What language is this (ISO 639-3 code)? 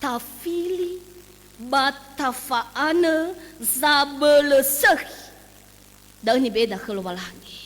nia